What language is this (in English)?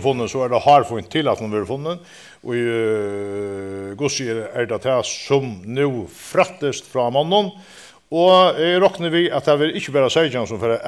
Faroese